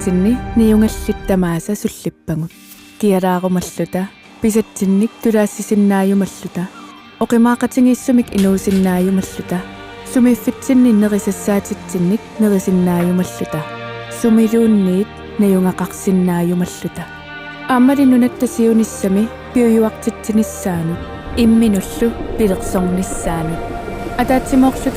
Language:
Kalaallisut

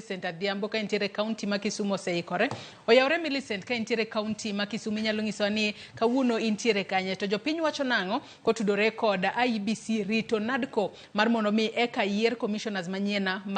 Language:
Luo (Kenya and Tanzania)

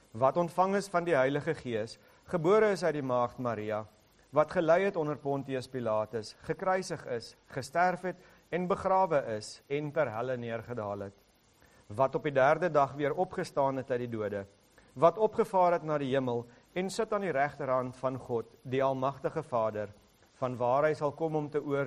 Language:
Afrikaans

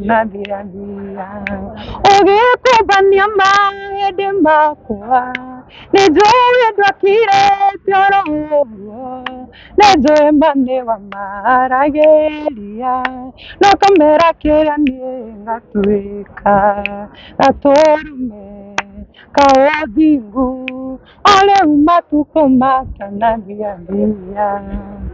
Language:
Kikuyu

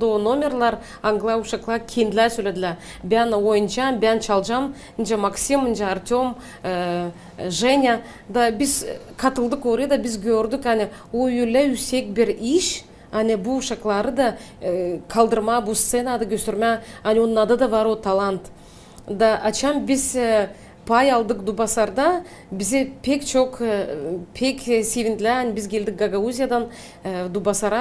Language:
Gagauz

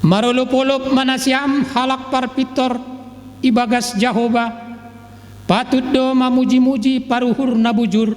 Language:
Batak Simalungun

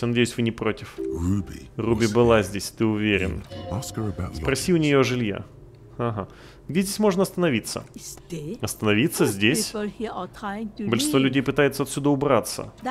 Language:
Russian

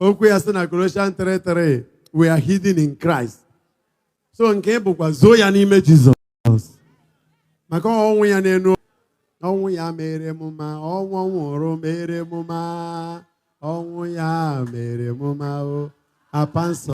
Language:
Igbo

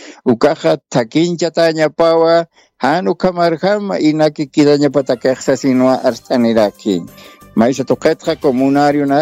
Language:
Aymara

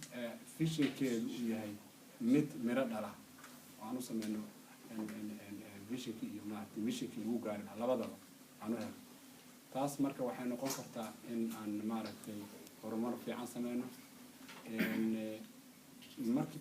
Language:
Somali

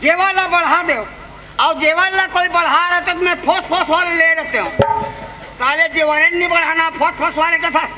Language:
Chhattisgarhi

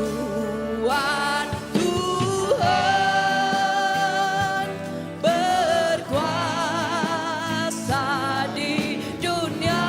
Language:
Iban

